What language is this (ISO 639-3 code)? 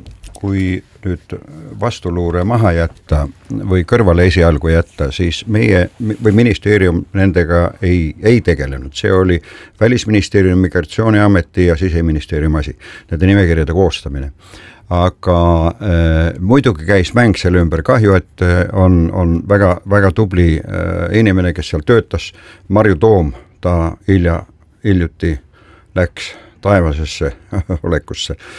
est